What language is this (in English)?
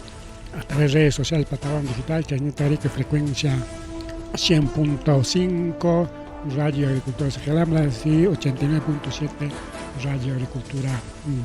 Ayacucho Quechua